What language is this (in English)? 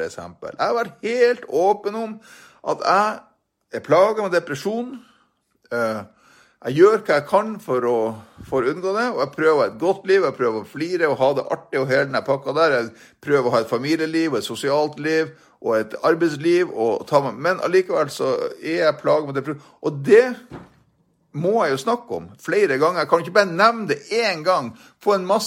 Norwegian